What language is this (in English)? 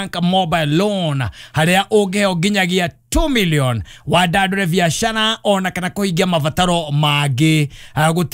Kikuyu